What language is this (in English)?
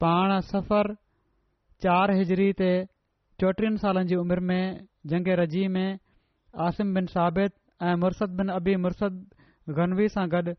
Sindhi